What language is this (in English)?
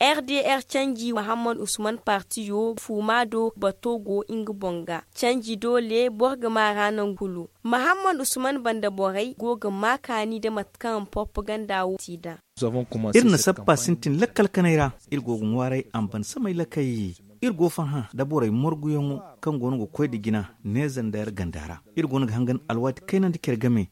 Zarma